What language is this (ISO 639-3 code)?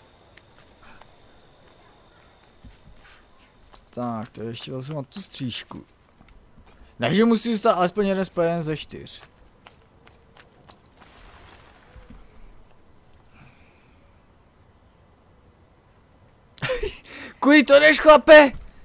ces